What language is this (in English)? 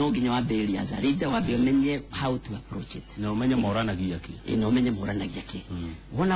Kikuyu